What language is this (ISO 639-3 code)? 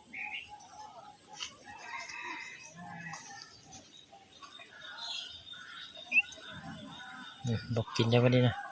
lao